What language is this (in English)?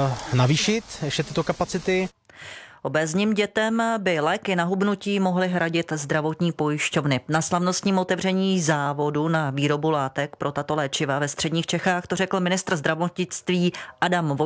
Czech